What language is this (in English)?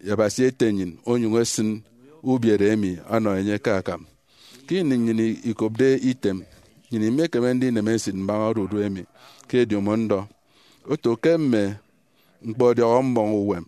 Efik